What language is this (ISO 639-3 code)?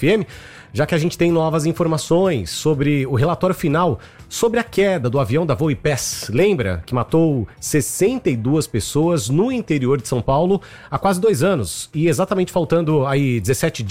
por